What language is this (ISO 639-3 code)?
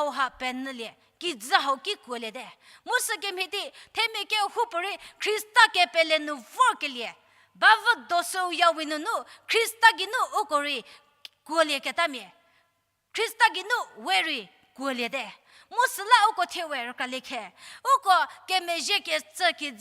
njm